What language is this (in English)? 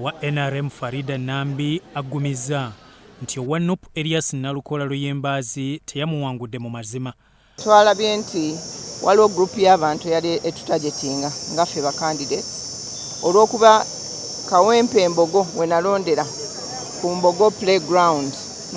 Ganda